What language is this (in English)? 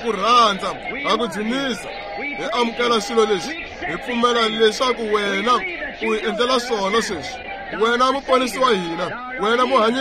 Tsonga